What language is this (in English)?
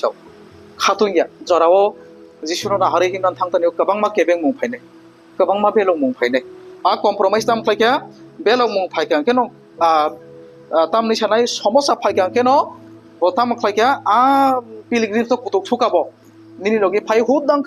Kok Borok